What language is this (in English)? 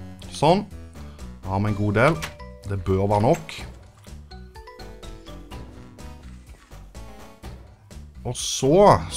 Norwegian